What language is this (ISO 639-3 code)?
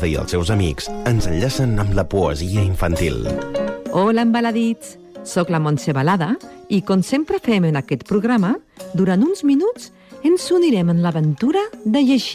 cat